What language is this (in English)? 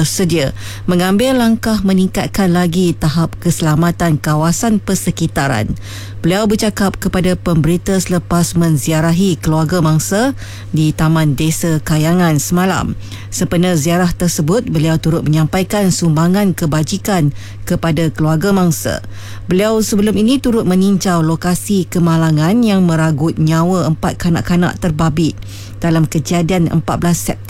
Malay